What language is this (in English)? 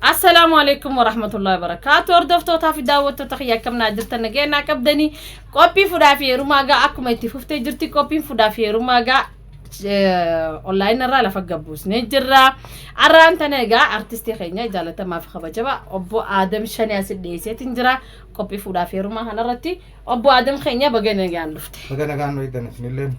Oromo